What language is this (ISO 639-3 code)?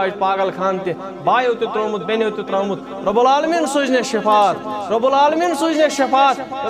kas